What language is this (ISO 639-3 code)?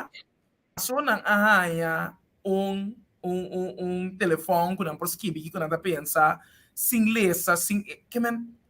pap